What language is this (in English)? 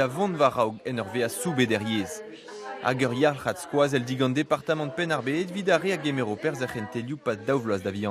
Breton